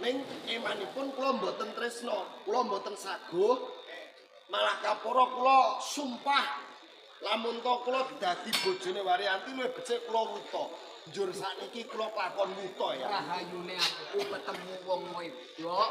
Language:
Javanese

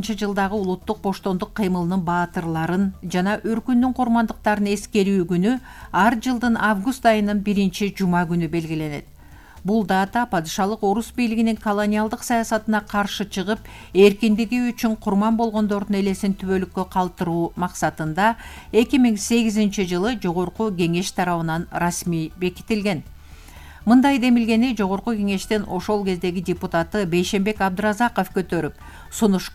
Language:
Kyrgyz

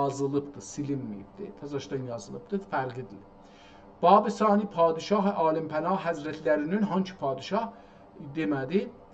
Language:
South Azerbaijani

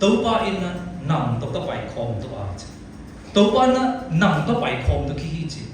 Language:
Siyin Chin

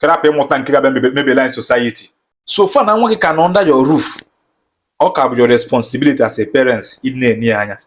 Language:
Igbo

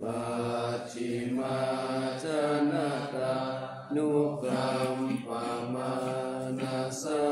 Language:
Pali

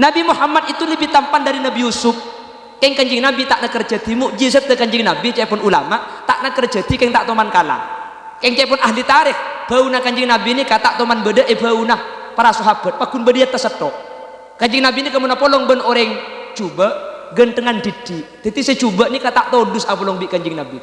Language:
Madurese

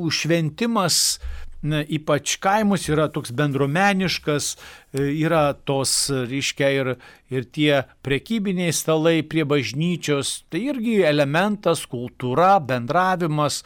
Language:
Lithuanian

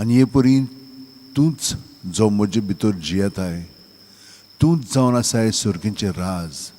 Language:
Konkani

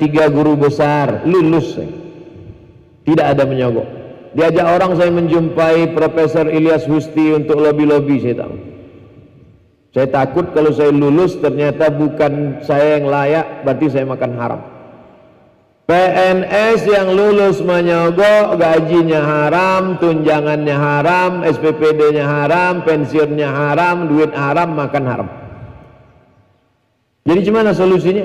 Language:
Indonesian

